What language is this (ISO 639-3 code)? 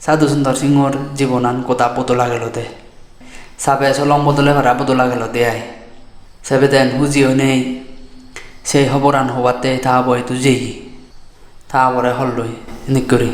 ccp